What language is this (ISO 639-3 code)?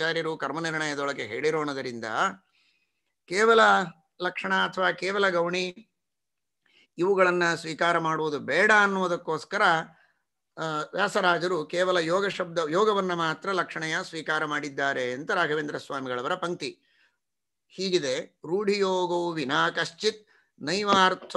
kan